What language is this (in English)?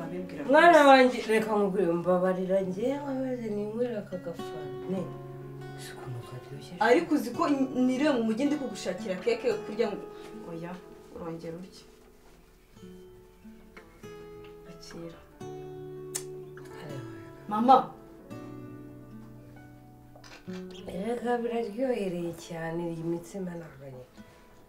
Kinyarwanda